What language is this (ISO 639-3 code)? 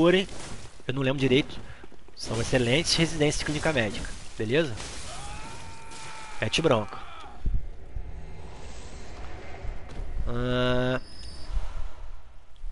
por